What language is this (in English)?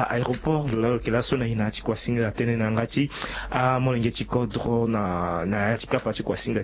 Sango